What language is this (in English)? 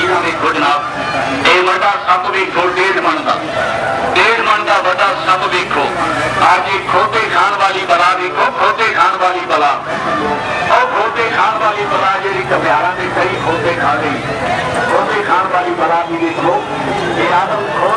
Saraiki